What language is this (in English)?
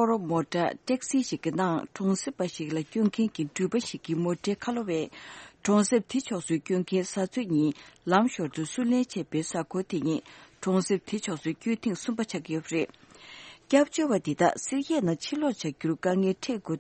Tibetan